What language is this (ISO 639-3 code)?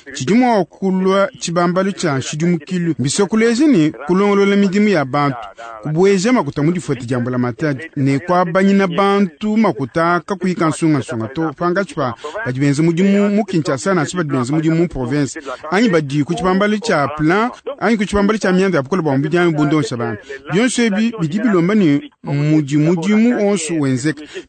lua